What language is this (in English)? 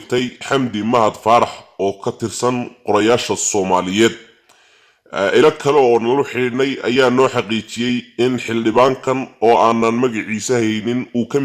Somali